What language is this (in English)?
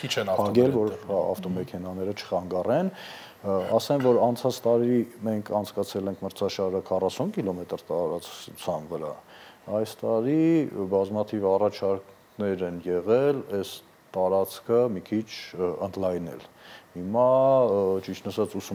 Armenian